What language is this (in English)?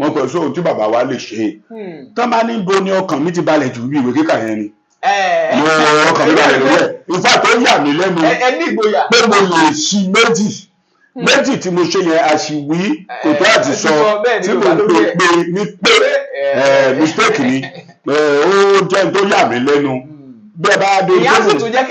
Yoruba